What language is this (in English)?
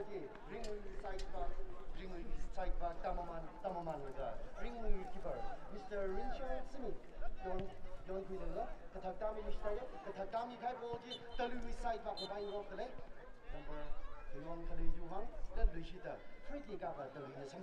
Tangkhul Naga (India)